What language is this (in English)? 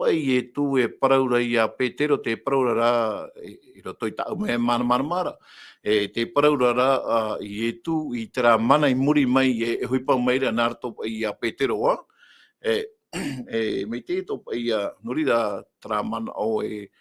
Tahitian